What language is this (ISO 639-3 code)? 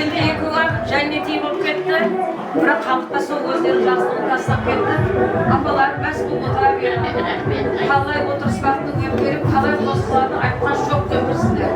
kaa